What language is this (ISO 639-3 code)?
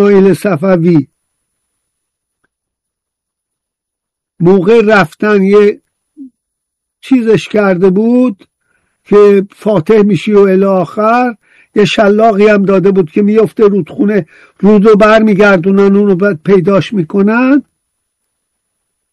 fas